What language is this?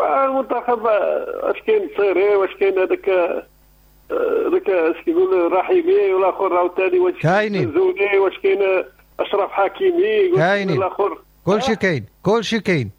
Moroccan Arabic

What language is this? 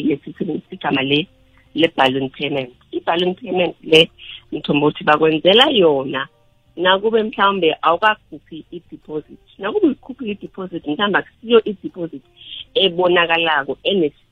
South Ndebele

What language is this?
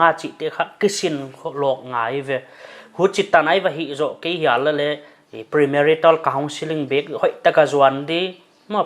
Paite Chin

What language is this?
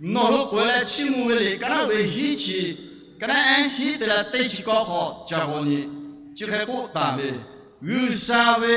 Lahu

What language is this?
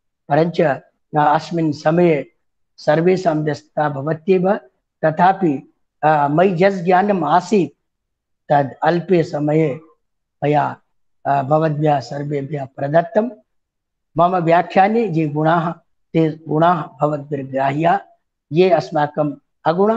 Sanskrit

